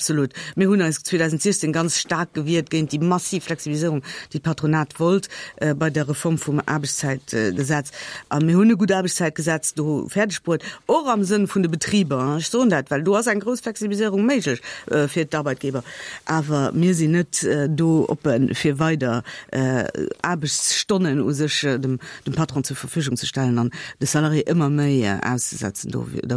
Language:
Luxembourgish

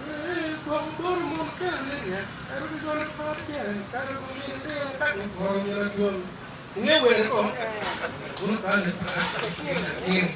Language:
Acoli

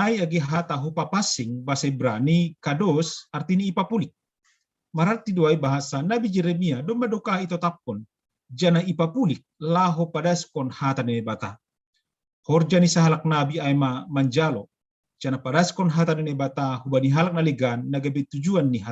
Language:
Batak Simalungun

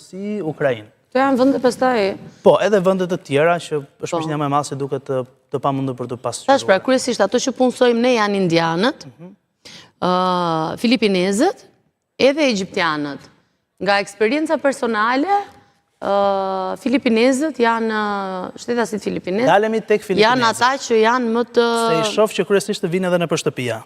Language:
Albanian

